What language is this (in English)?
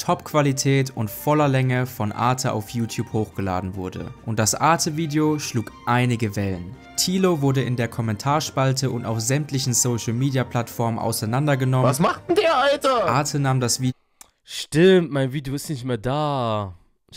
German